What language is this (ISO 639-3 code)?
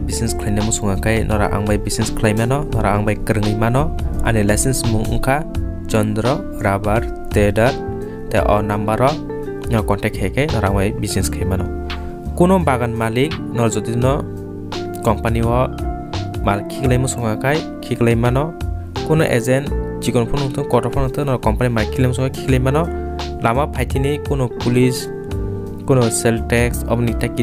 trp